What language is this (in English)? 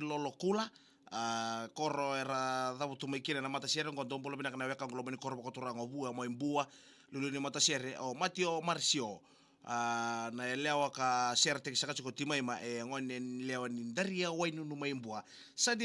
Fijian